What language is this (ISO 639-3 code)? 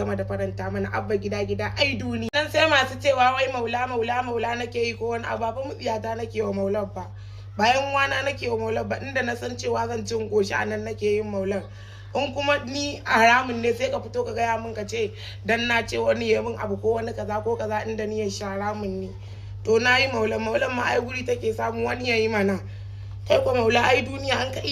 hau